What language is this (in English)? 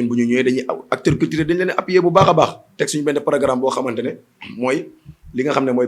Wolof